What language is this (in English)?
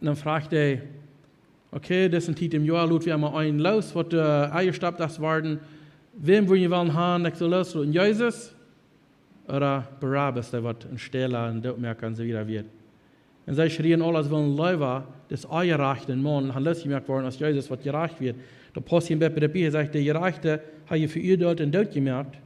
Plautdietsch